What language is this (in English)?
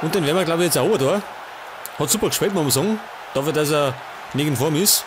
Bavarian